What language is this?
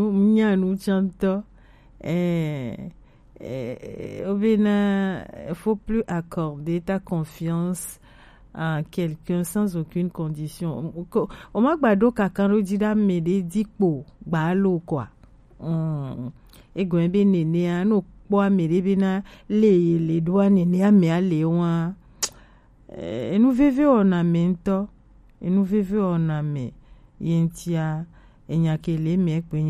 Gen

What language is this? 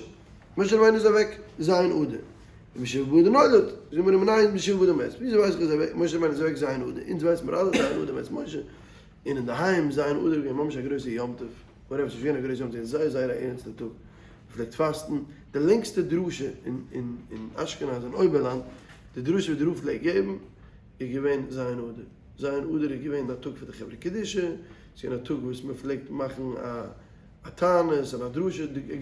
Yiddish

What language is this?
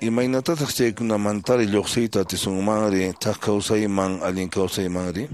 Quechua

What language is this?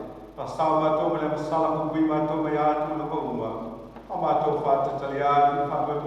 Samoan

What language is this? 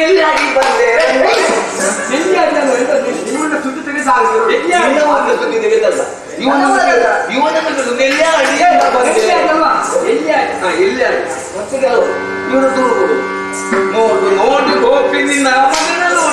Kannada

